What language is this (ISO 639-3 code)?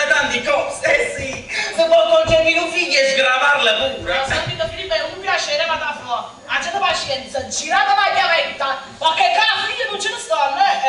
nap